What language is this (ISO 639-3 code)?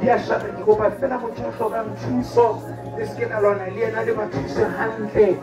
sot